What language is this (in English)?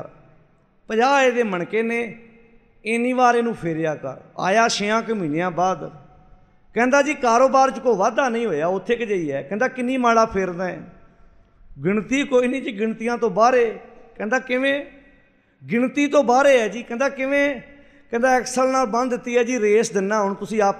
Punjabi